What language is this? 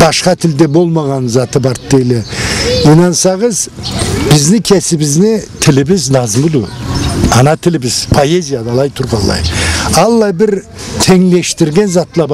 Karachay-Balkar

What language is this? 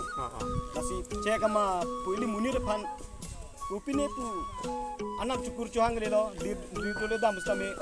Karbi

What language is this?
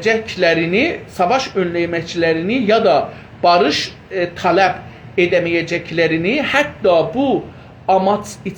South Azerbaijani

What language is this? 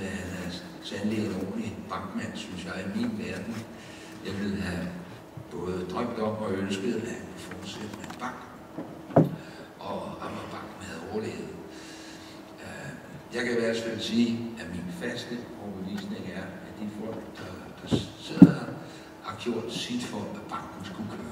Danish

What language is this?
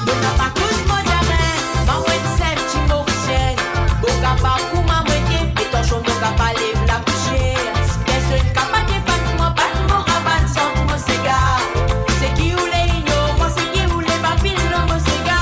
Morisyen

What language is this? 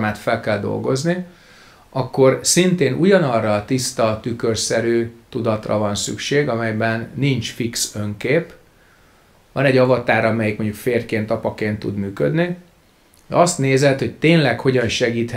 Hungarian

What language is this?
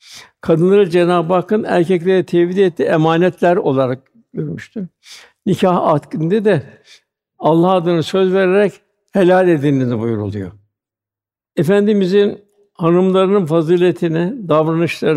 Turkish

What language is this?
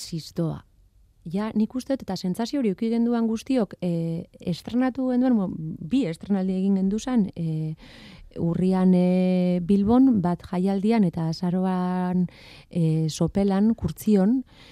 Basque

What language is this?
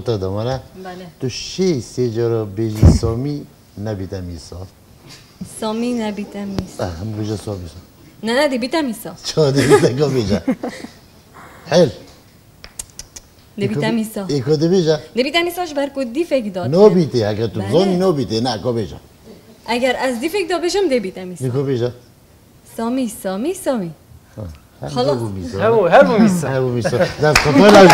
Kurdish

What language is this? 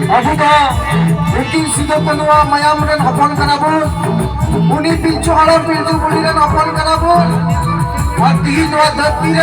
Santali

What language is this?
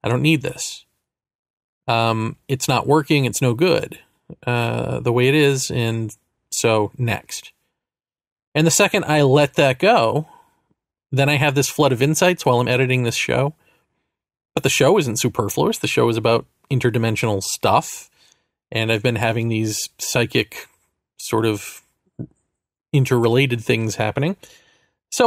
English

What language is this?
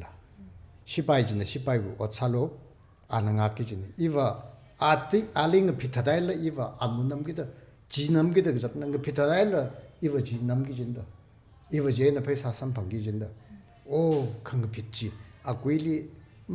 Tangkhul Naga (India)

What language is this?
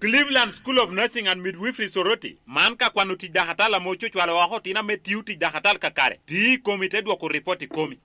Lango (Uganda)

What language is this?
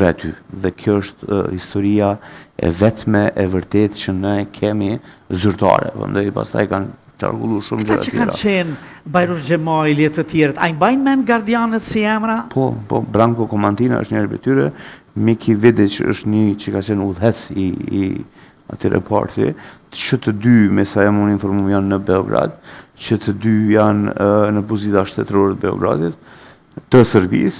Albanian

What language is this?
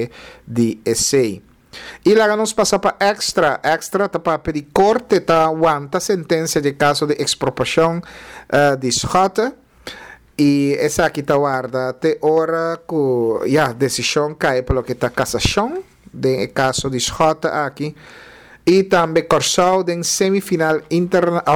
Papiamento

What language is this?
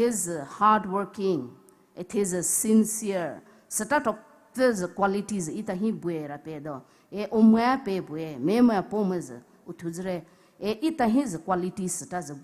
Poumei Naga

